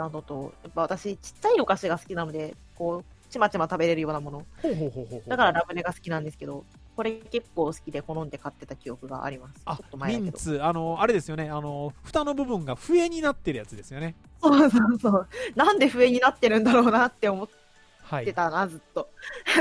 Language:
Japanese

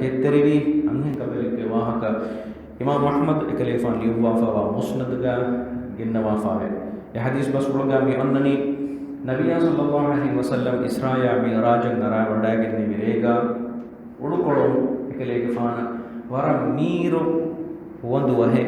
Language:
Divehi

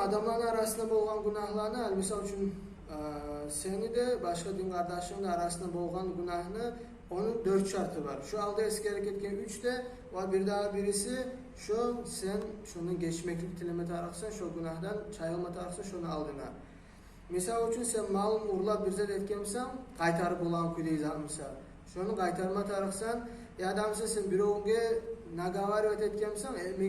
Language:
Kumyk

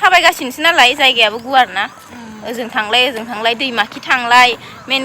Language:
Bodo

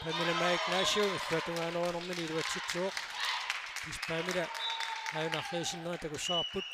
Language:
Kalaallisut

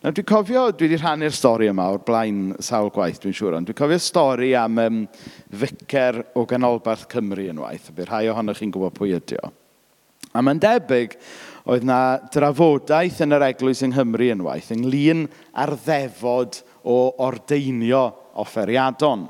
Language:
Welsh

